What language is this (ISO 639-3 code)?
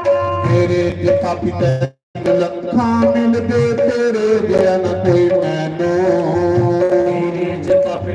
doi